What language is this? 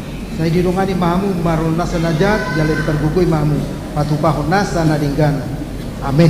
Batak Toba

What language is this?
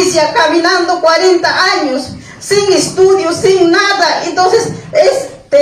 Ayacucho Quechua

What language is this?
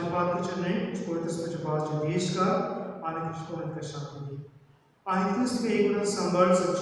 Konkani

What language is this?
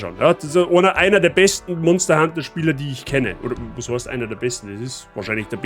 Bavarian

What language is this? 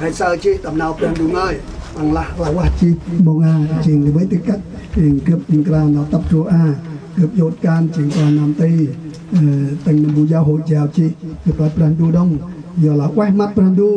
Central Mnong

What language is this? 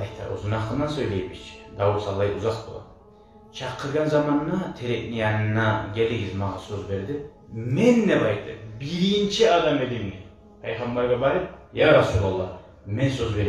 Kumyk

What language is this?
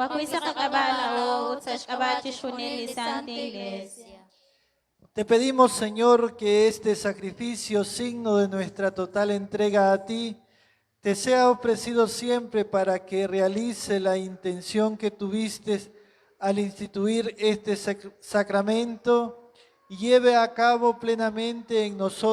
Kekchí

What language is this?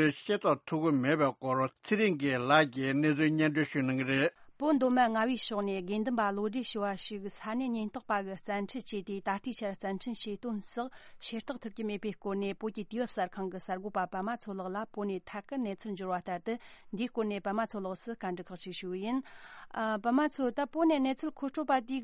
Tibetan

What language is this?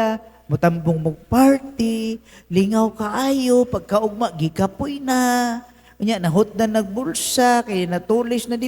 Cebuano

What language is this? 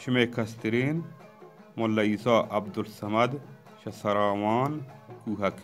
Baluchi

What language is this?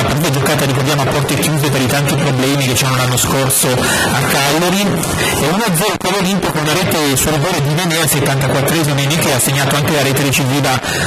Italian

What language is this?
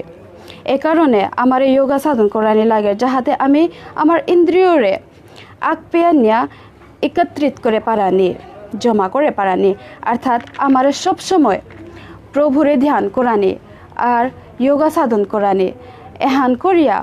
Bishnupriya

